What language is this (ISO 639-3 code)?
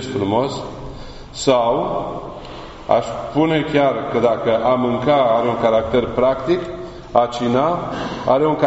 ron